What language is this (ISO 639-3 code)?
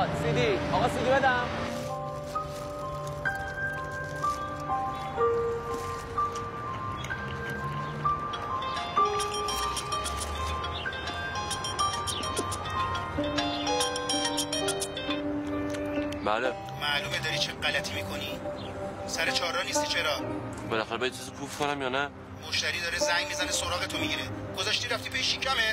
fas